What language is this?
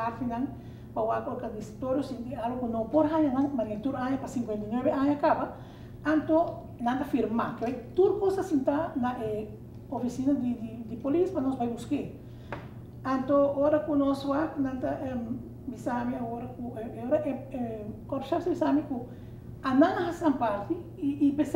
Papiamento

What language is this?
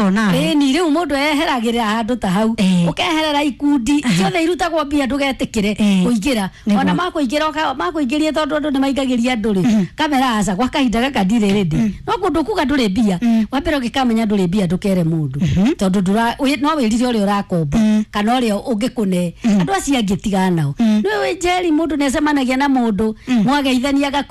Kikuyu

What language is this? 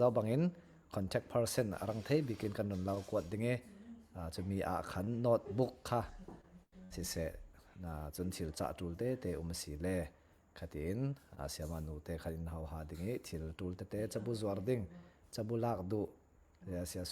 Falam Chin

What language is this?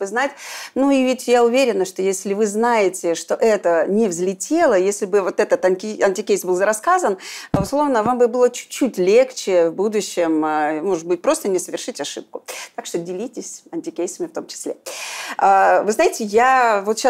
Russian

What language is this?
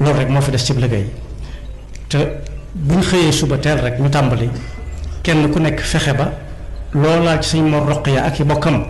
Wolof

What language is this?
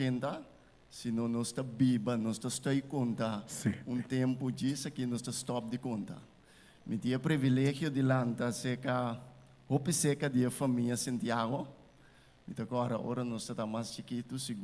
Papiamento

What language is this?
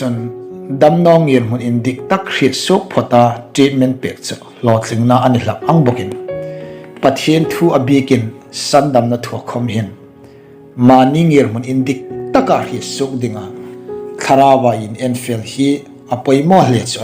Hmar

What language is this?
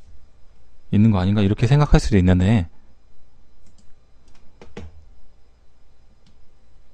Korean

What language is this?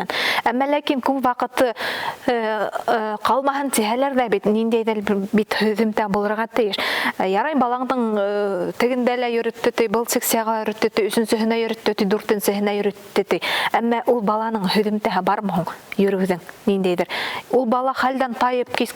Bashkir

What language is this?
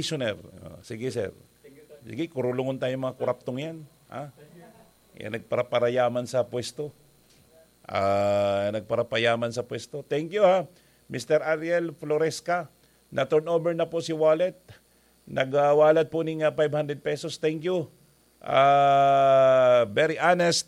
Bikol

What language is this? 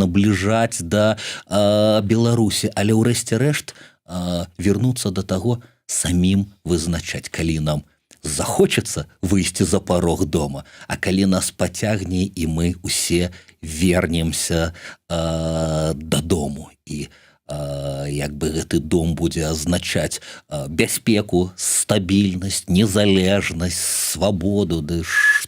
Belarusian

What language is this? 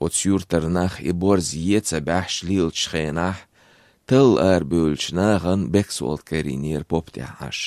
Chechen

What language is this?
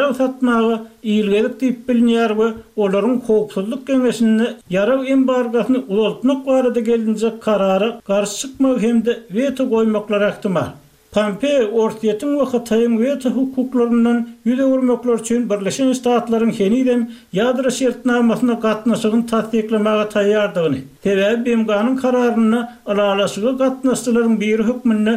Turkmen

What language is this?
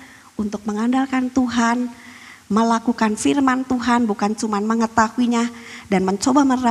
Indonesian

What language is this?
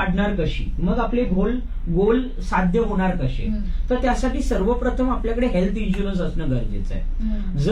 Marathi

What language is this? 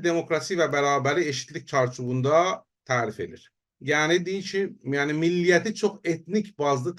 South Azerbaijani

